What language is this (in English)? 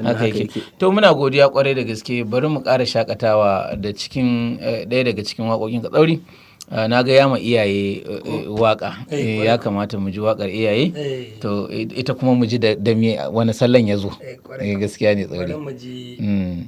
Hausa